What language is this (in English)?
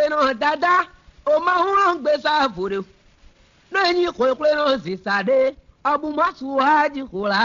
Fon